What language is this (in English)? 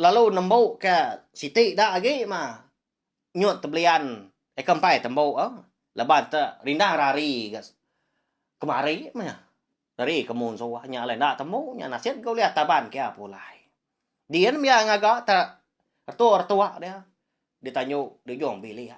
Iban